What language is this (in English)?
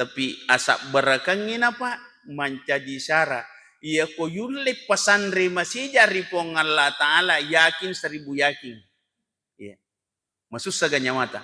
Buginese